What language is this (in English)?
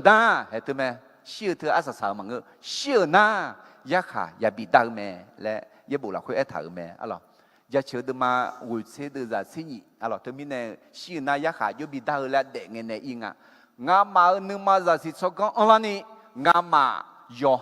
Akha